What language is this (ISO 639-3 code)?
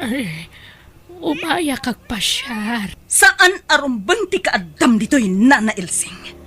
ilo